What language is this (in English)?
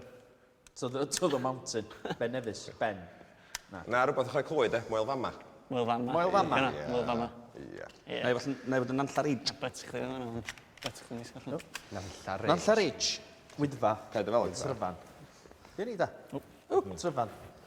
Welsh